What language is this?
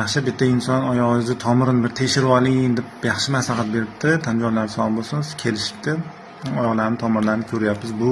Uzbek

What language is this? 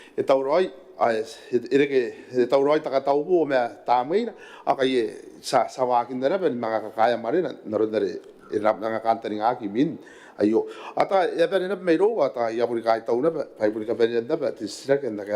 Gilbertese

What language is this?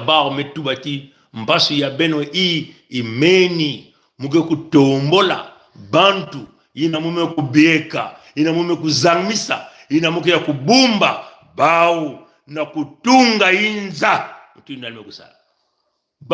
Kituba (Congo)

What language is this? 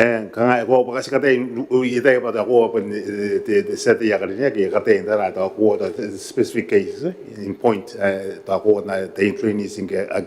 Gilbertese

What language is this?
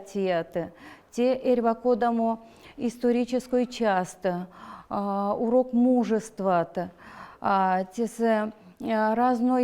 Erzya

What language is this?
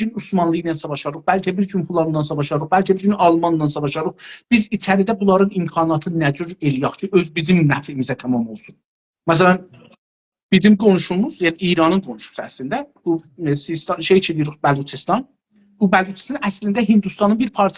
South Azerbaijani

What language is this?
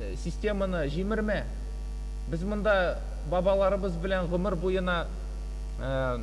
Tatar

